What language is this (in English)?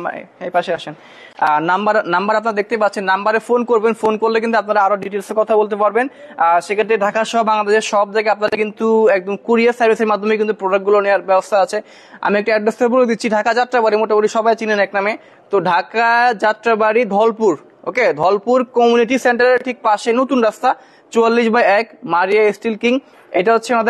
Bangla